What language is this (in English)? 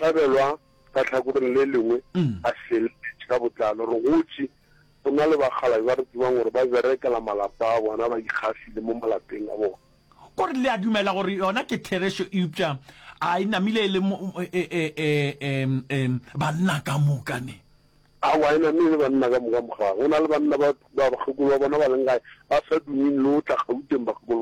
Northern Sotho